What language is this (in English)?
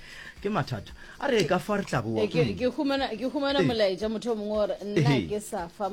Northern Sotho